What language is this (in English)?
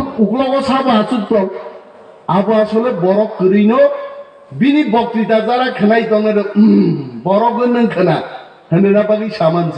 Kok Borok